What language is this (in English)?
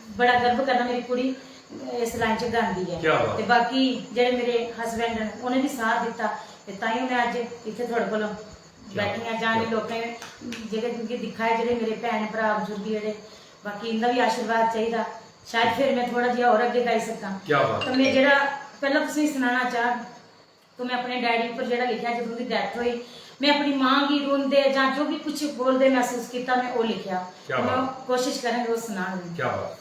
Dogri